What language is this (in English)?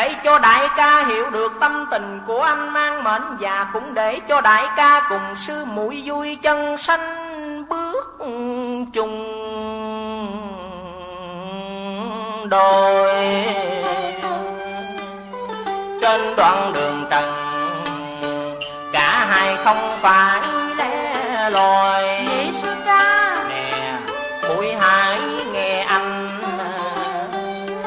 Vietnamese